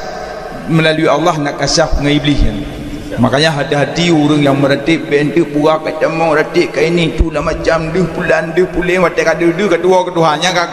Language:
Achinese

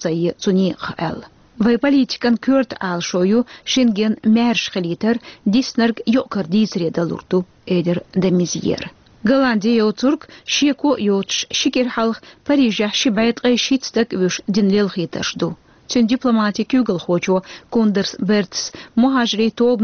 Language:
Chechen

